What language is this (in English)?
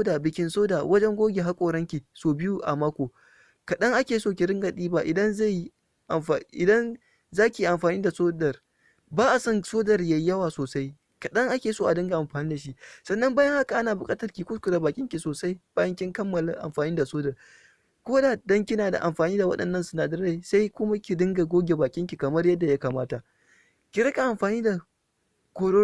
Hausa